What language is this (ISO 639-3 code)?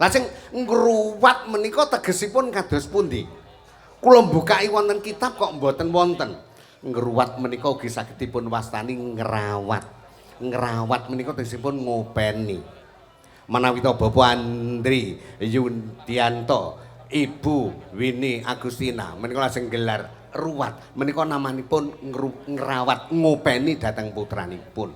jav